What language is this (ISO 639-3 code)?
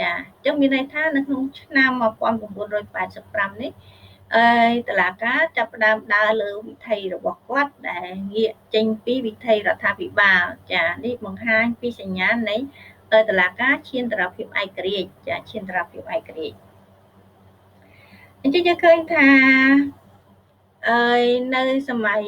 khm